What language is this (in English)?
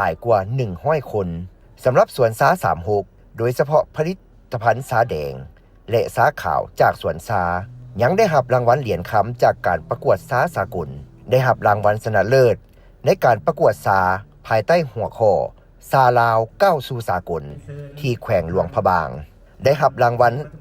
Lao